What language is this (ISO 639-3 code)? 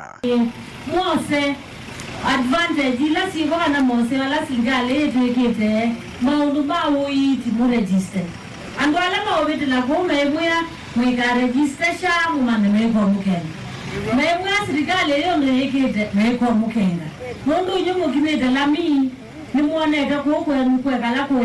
kam